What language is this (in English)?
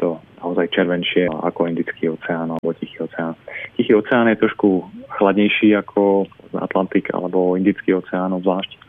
Slovak